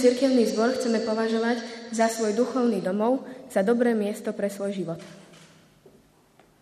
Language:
Slovak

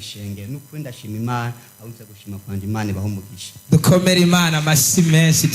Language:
Rundi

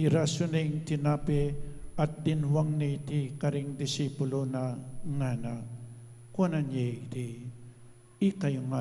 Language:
Pampanga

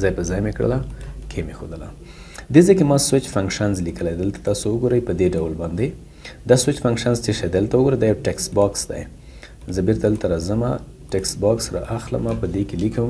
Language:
Pashto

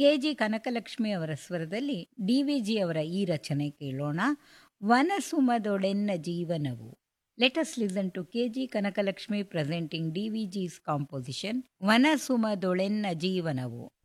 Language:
Kannada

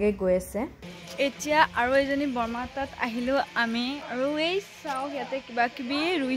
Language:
Assamese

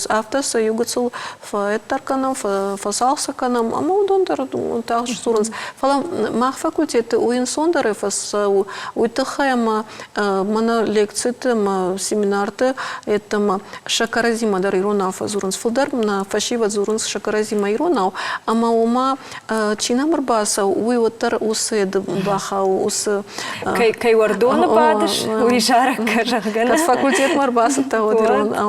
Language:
Ossetic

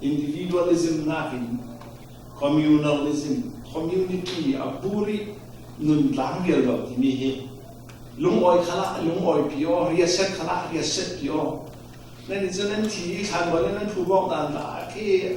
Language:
Falam Chin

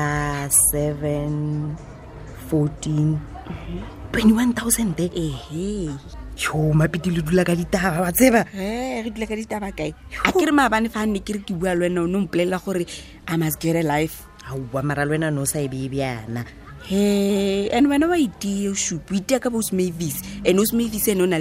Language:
Tswana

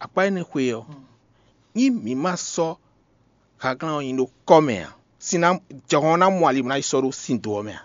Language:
Fon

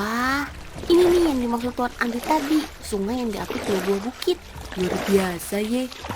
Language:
Betawi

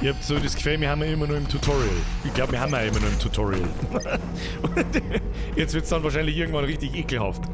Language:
Bavarian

